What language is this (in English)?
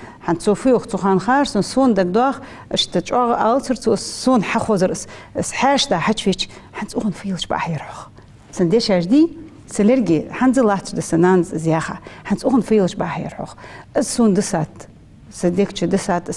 Ingush